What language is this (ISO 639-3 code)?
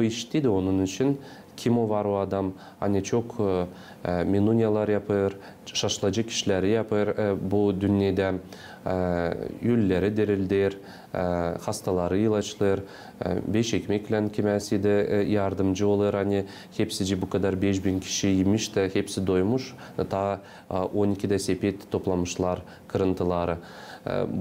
gag